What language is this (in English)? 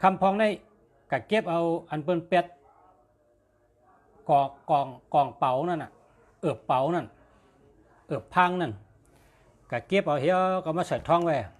Shan